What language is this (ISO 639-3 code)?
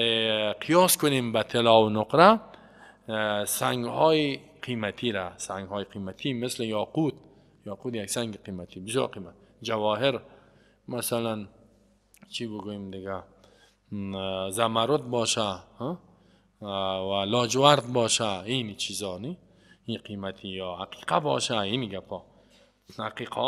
fas